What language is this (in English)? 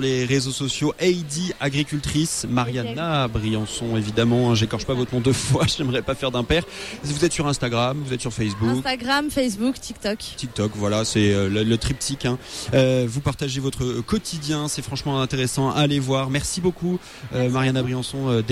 French